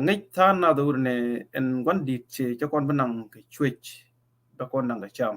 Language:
Nuer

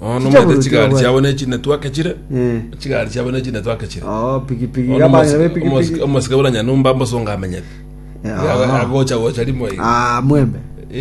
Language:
Gusii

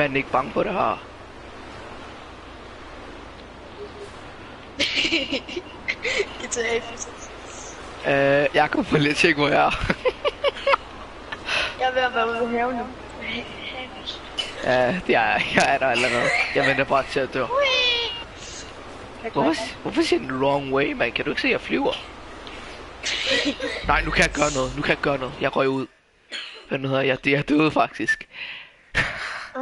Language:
Danish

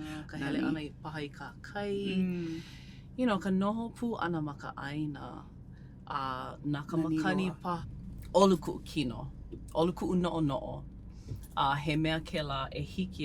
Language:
Hawaiian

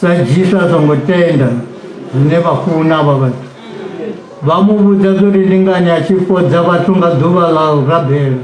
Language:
Venda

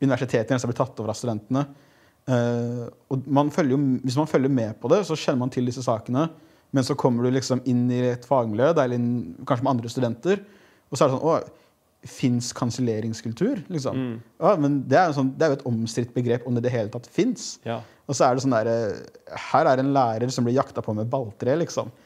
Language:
Norwegian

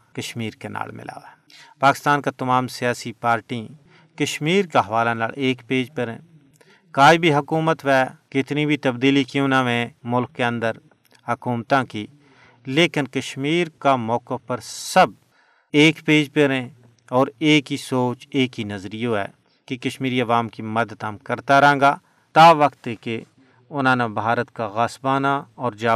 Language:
Gujari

